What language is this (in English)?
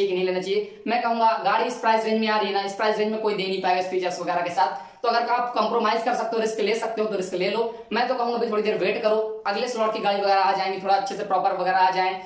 Hindi